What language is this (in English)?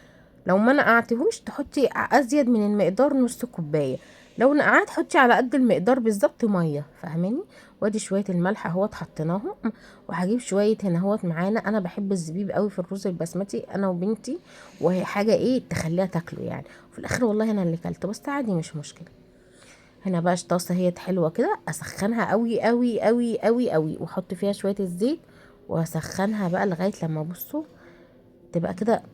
Egyptian Arabic